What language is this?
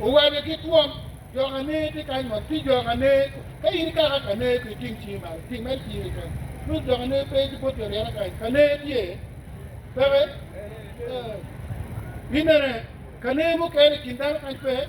Acoli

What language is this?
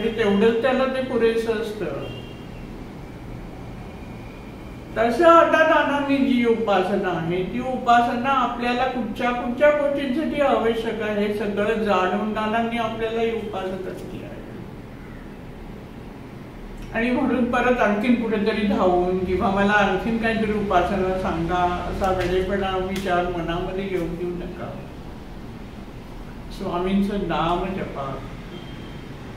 Marathi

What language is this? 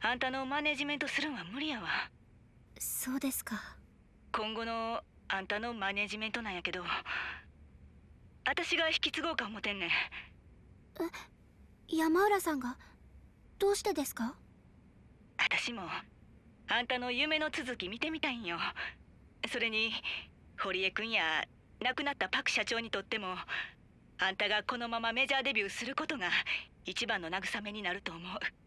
Japanese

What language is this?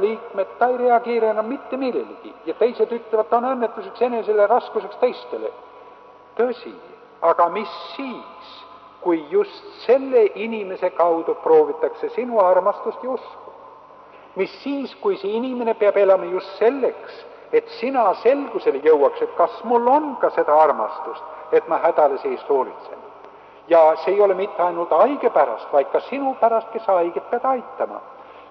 Estonian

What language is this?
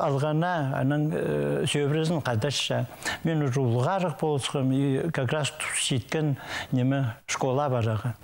Khakas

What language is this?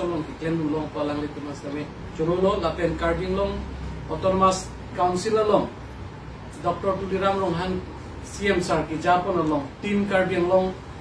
Karbi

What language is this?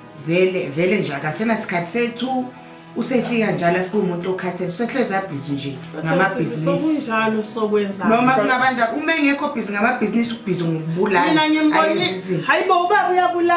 Zulu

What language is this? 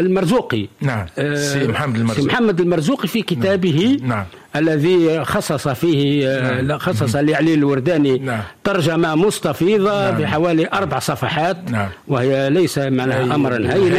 Arabic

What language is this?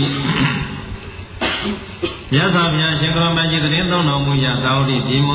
Burmese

